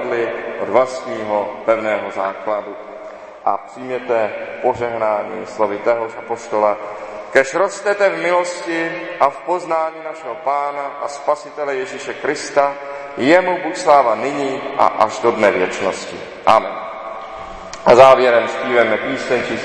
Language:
Czech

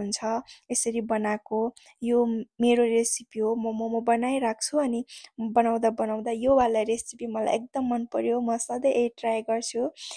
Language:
Nepali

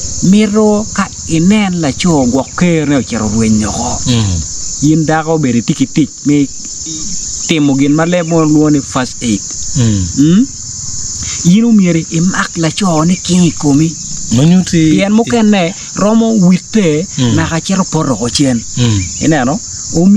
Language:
Acoli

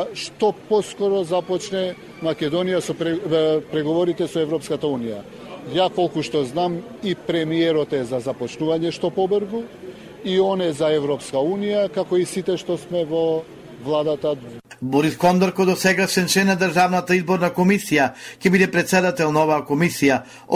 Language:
Macedonian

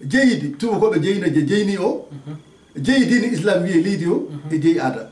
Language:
Fula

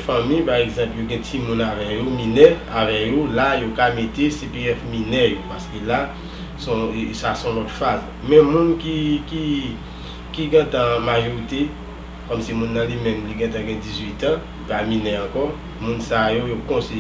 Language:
Haitian Creole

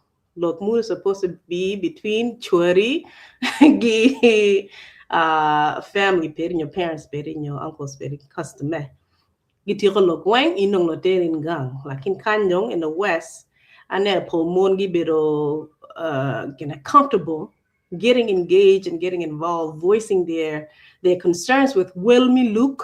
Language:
Acoli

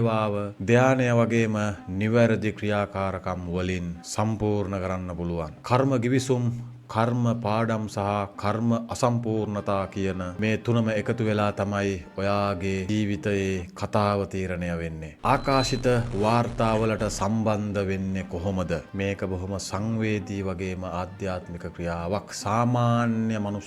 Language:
Sinhala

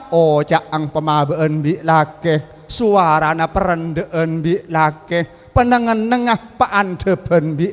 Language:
Madurese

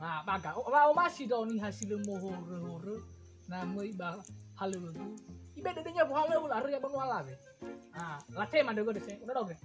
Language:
Nias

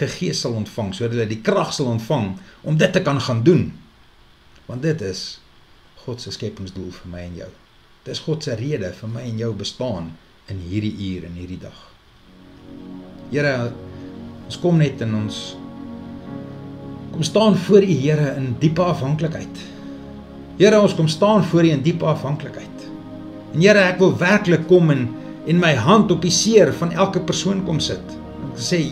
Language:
Afrikaans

